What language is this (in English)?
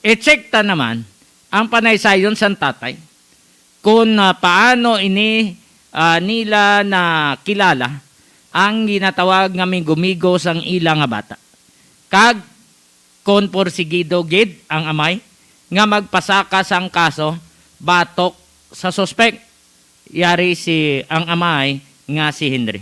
Hiligaynon